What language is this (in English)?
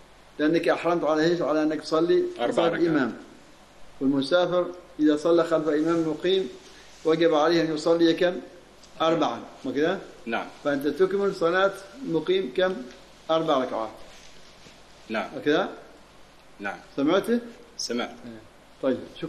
Arabic